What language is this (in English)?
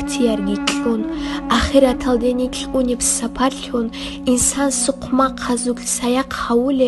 Avaric